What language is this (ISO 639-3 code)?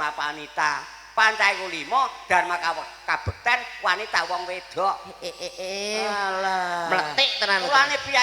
jav